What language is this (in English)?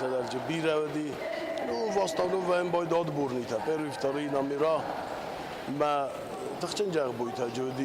Ossetic